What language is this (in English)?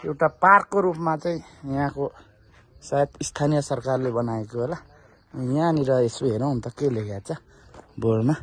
Nepali